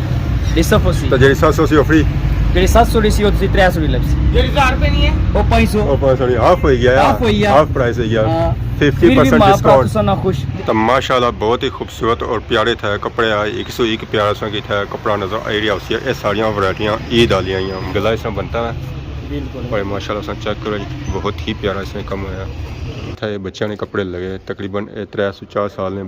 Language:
Pahari-Potwari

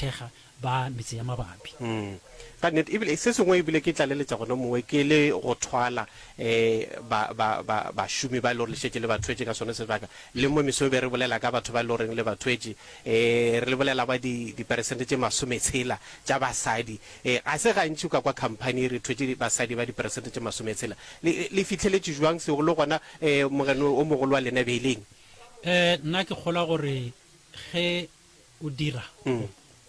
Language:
Northern Sotho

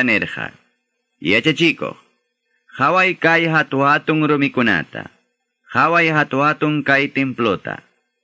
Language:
Ayacucho Quechua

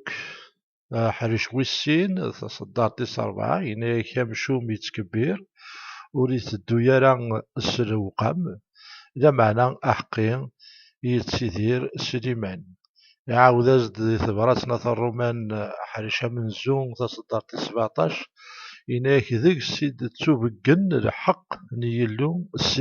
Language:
Kabyle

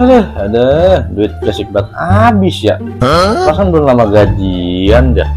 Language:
Betawi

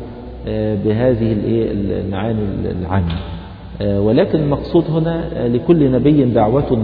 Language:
Arabic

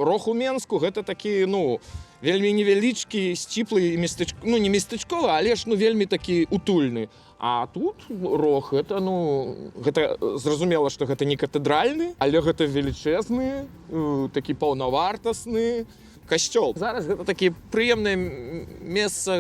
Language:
Belarusian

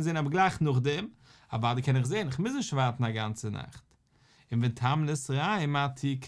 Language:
Yiddish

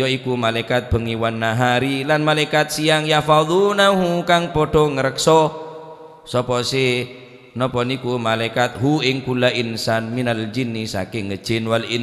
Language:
Madurese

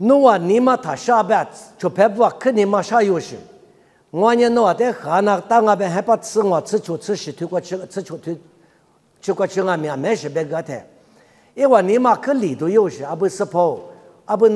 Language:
Lisu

